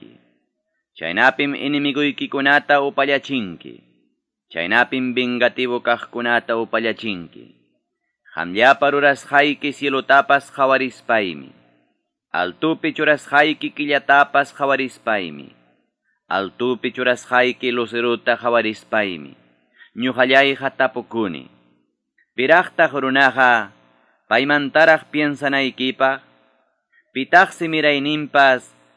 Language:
Quechua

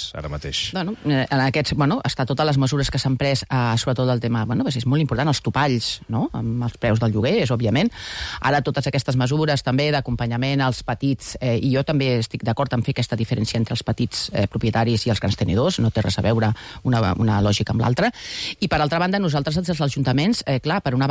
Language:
Catalan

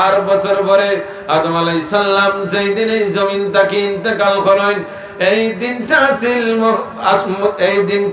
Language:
Sylheti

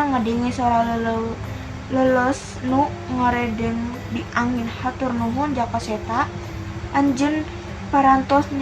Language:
Sundanese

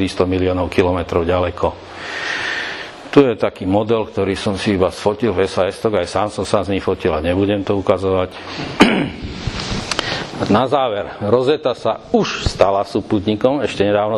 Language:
Slovak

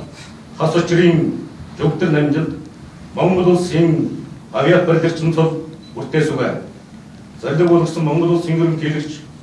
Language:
Mongolian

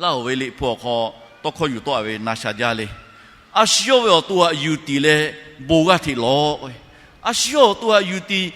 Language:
Lahu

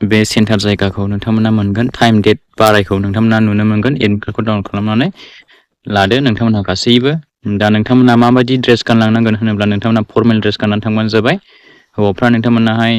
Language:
Bodo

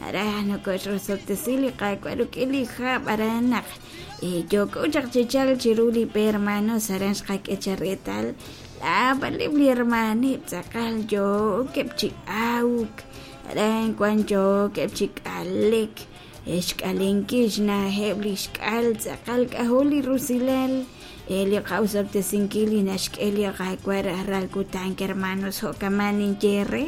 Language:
Kekchí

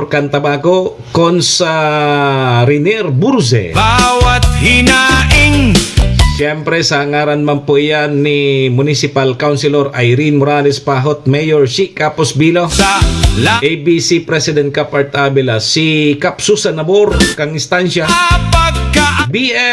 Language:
Bikol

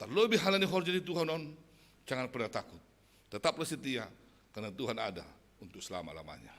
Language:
Batak Simalungun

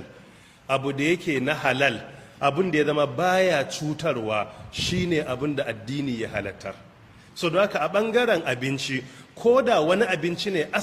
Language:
Hausa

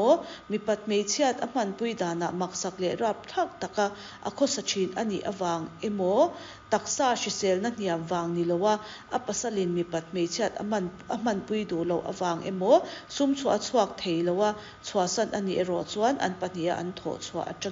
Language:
Mizo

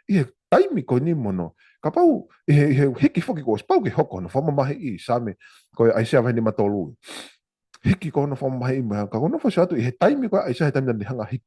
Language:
Tongan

